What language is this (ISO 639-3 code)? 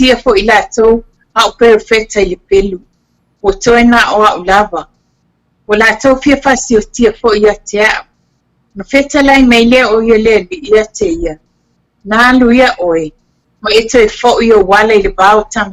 smo